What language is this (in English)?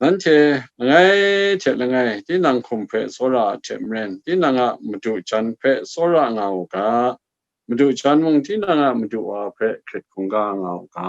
Kachin